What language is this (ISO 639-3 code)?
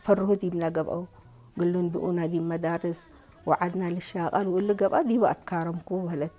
tig